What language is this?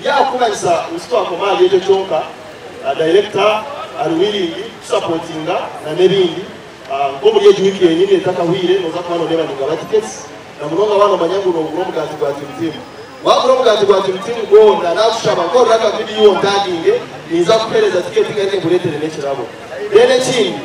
Nyankole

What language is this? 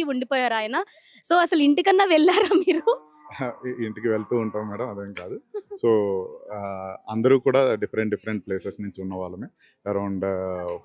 Telugu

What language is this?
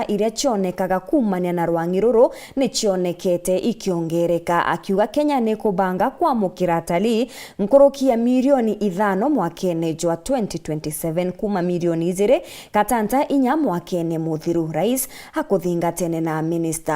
Meru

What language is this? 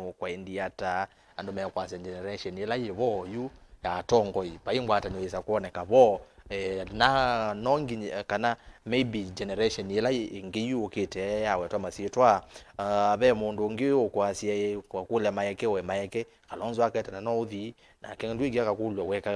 Kamba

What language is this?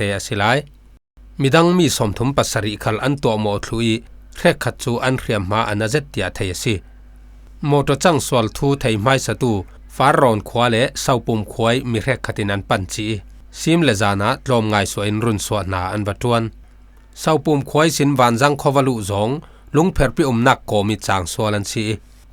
Falam Chin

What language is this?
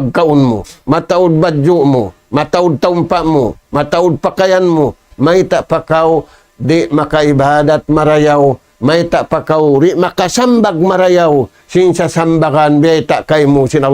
Tausug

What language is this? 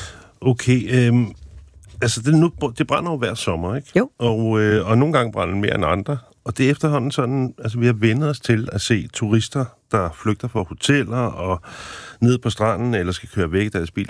Danish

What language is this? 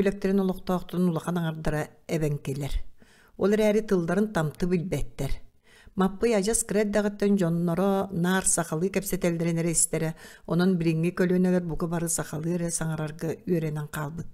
Yakut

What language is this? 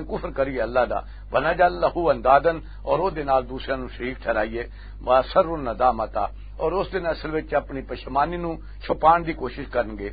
Western Panjabi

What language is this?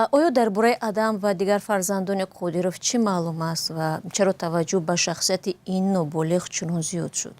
Tajik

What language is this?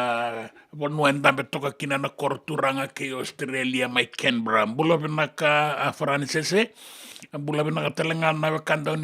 Fijian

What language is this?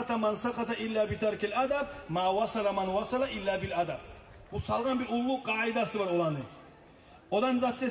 Kumyk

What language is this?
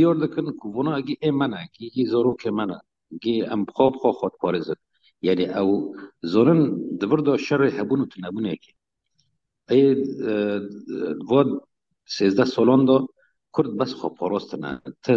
Kurdish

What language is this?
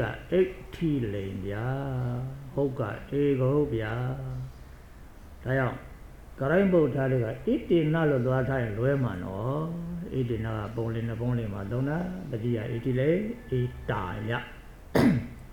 Burmese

